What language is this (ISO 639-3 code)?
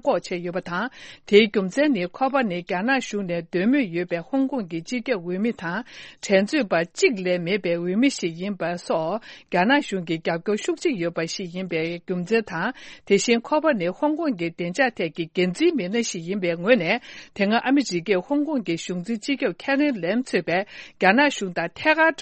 bod